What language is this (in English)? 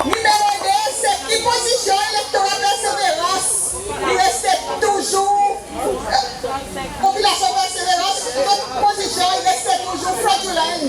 Seselwa Creole French